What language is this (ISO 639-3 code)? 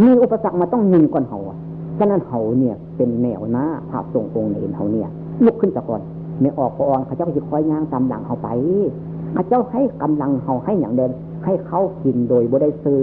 tts